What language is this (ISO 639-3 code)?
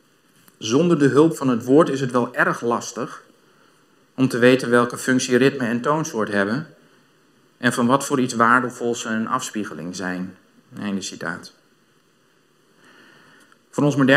nld